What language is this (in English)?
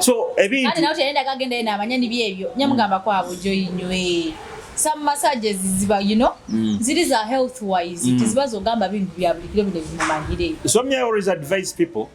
Nyoro